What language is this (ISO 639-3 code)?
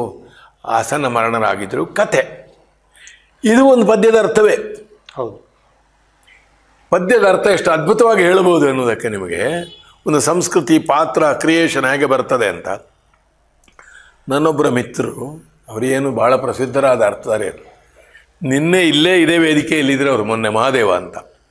kan